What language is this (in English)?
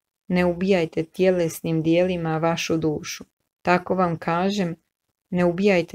Croatian